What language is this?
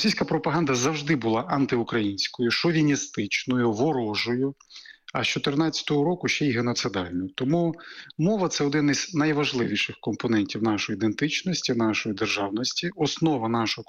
Ukrainian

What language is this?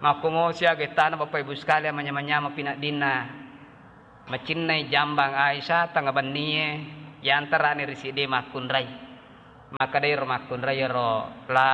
Buginese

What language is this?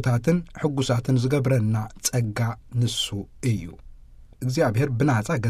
Tigrinya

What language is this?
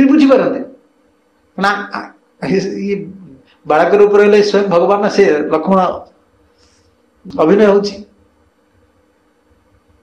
Odia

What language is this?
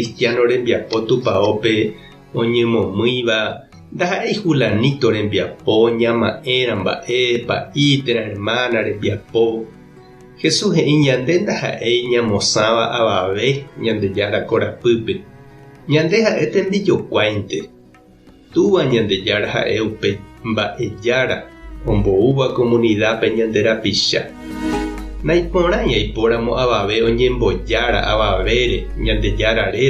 Guarani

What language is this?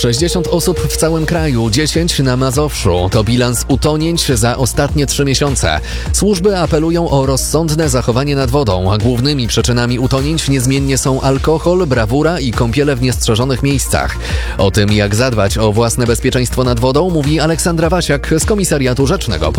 Polish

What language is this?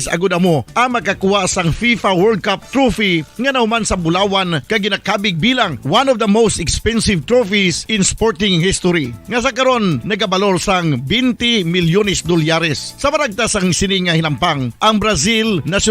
Hiligaynon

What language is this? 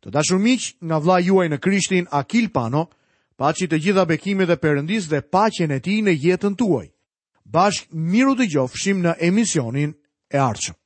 Albanian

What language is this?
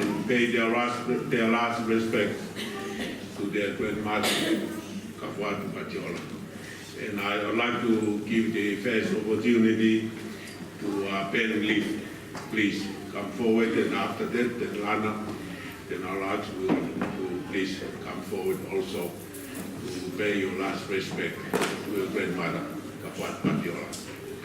Tongan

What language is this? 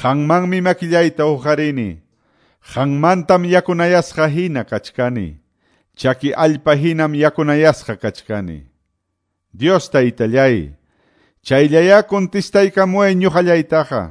Quechua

